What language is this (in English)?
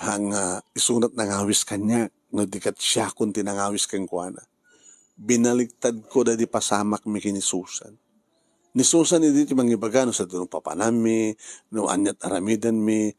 Iloko